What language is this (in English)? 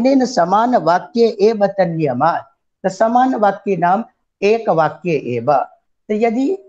Sanskrit